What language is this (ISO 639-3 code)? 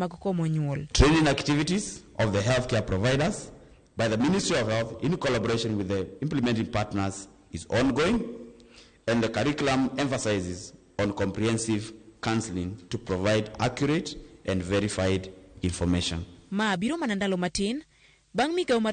luo